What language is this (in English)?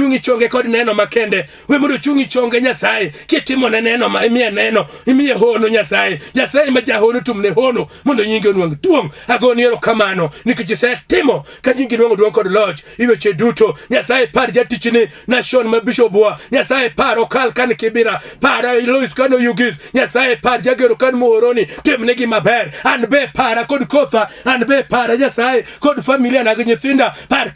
Luo (Kenya and Tanzania)